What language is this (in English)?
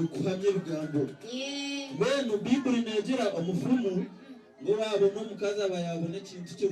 Nyankole